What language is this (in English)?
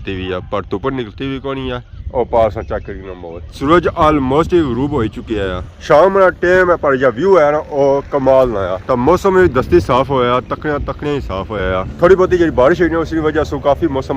Pahari-Potwari